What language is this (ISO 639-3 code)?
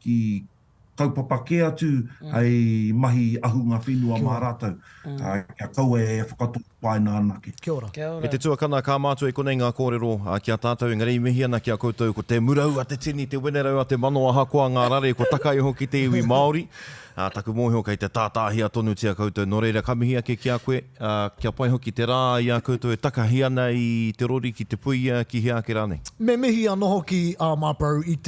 mri